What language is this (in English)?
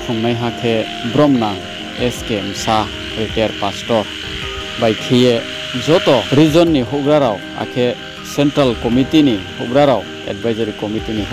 Riang (India)